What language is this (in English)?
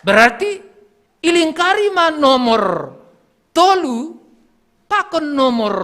Batak Simalungun